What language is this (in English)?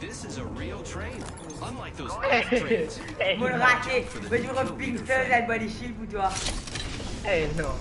Morisyen